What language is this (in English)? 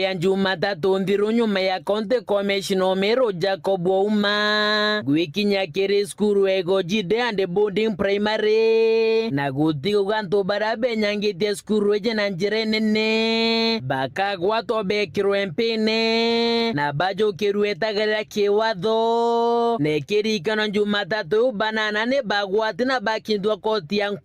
Meru